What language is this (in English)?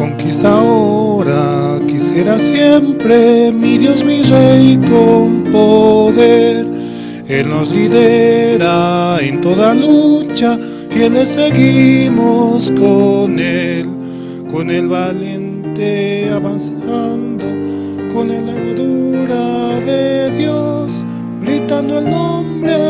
Aymara